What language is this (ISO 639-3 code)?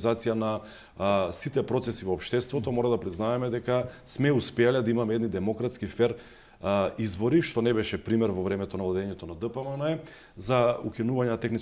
mkd